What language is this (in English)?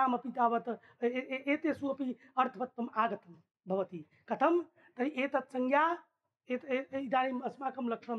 Sanskrit